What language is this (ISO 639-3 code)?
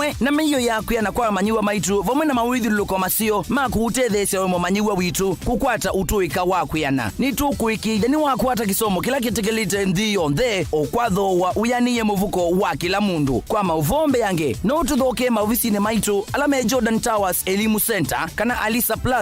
kam